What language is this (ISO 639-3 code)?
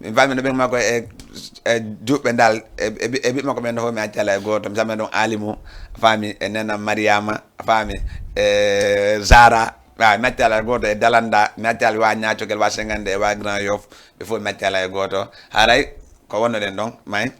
ful